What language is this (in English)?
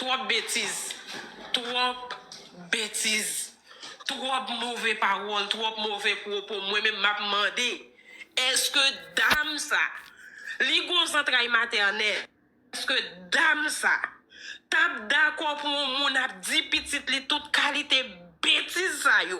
Haitian Creole